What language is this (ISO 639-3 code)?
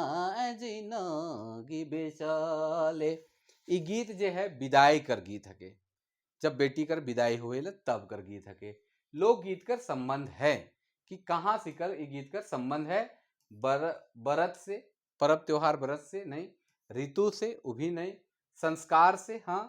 sck